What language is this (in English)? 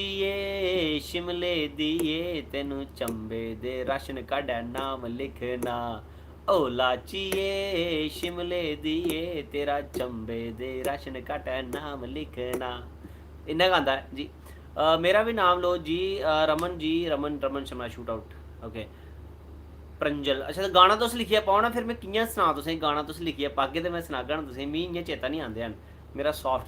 Dogri